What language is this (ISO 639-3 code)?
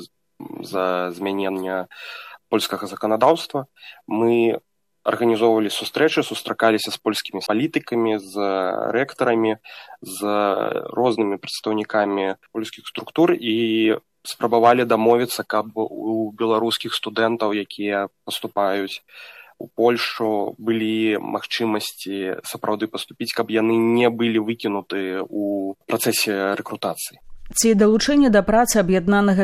bel